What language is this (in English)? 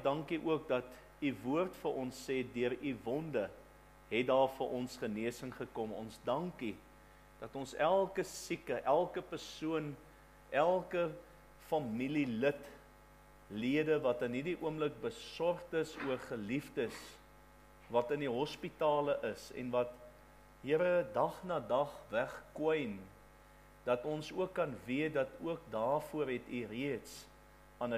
Afrikaans